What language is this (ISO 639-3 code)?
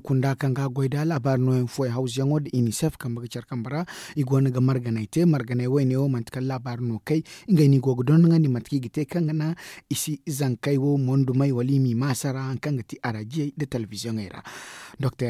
dje